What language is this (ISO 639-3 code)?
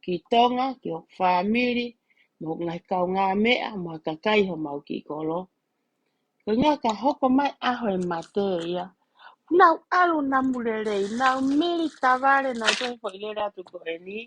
ton